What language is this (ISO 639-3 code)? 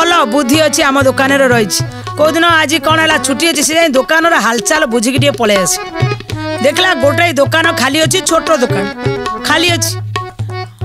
ori